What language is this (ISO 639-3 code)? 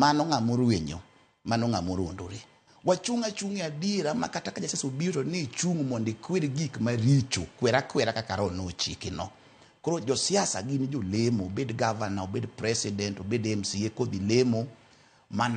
luo